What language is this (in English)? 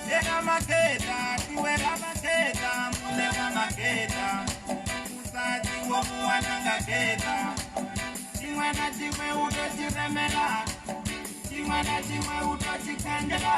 Venda